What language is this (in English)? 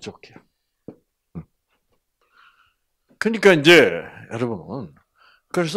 Korean